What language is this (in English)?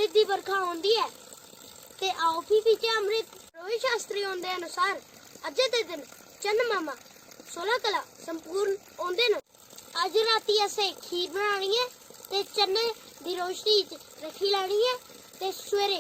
Dogri